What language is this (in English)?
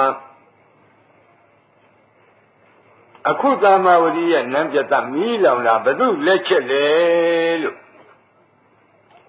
Burmese